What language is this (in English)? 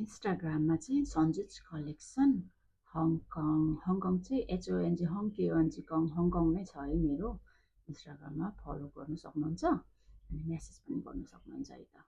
Nepali